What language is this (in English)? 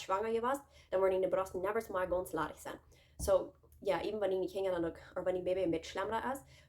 Plautdietsch